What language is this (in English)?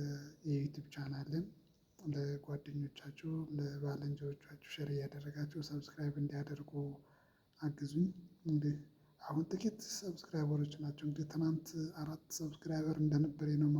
Amharic